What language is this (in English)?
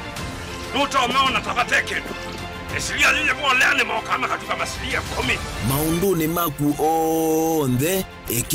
Kamba